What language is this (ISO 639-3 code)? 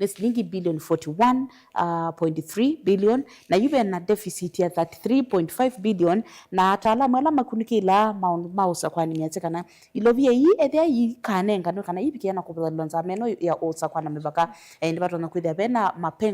kam